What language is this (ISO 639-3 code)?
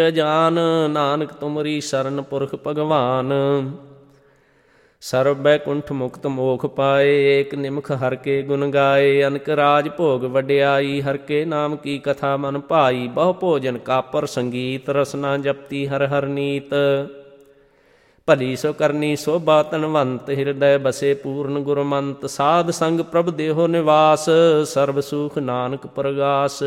pan